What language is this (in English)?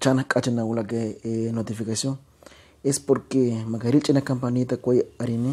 Kekchí